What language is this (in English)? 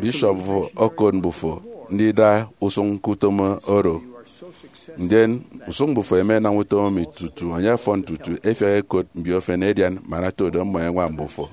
Efik